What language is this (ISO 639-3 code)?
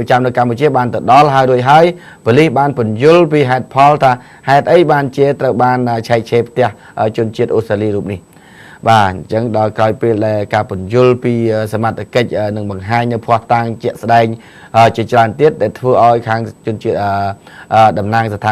khm